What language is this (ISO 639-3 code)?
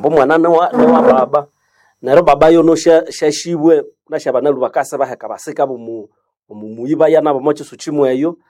nnb